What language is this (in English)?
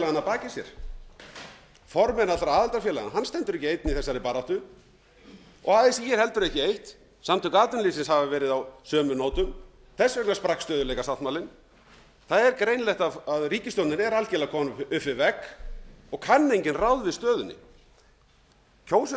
Icelandic